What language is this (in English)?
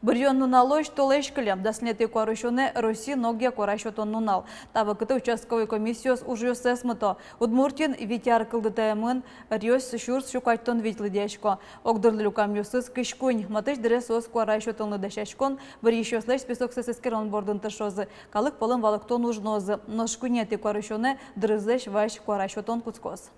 Udmurt